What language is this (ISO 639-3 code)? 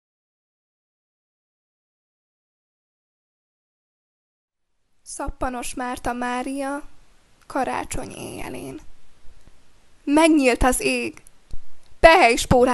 hun